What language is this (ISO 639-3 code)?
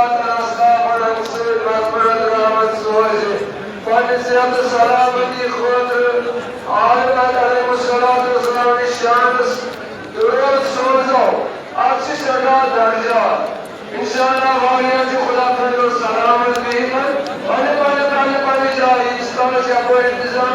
kas